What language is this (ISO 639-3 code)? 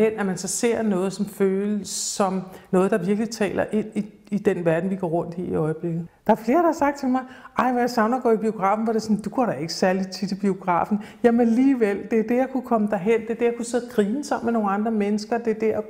dan